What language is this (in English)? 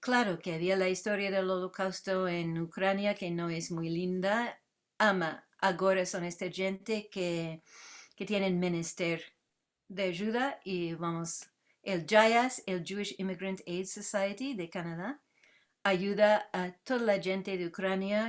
Ladino